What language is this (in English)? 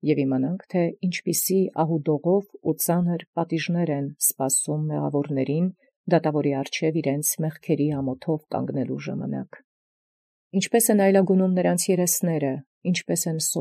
Armenian